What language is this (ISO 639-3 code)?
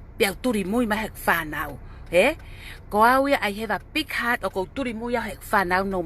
ton